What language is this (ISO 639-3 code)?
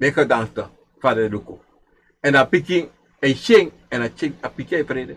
srn